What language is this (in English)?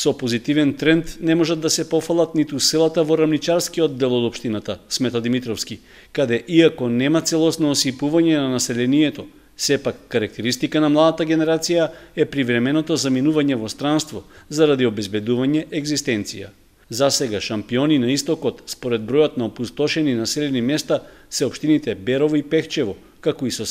Macedonian